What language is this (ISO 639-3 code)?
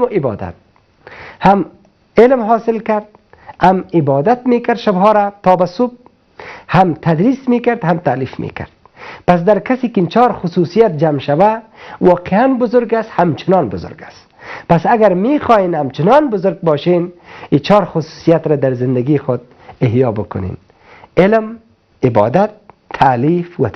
fas